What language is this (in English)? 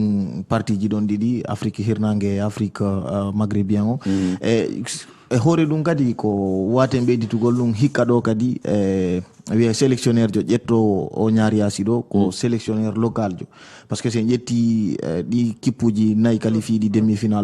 Fula